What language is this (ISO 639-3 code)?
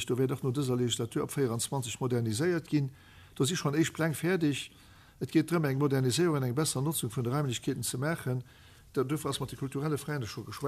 ltz